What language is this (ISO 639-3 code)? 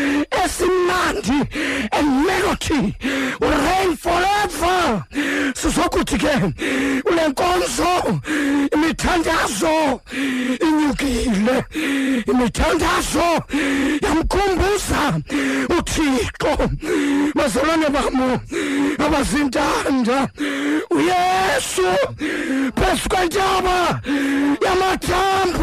xho